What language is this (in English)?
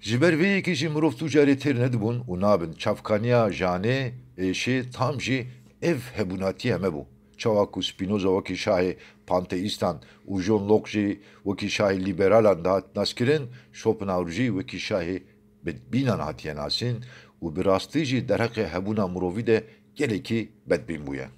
Kurdish